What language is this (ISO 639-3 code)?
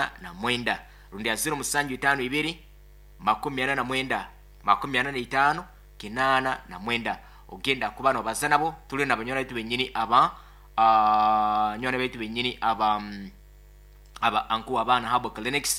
nyo